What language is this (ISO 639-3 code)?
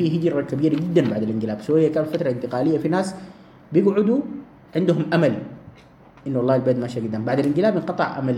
apd